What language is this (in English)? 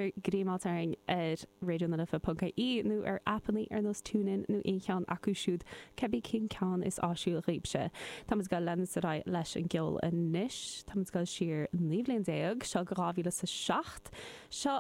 Irish